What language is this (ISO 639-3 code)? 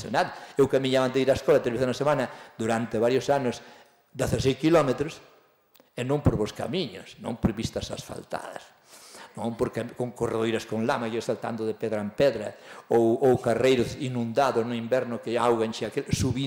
glg